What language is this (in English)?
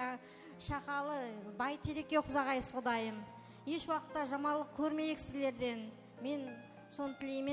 Kara-Kalpak